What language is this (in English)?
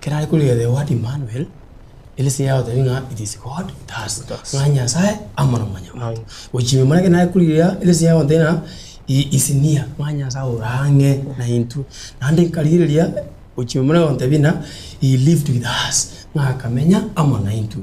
Gusii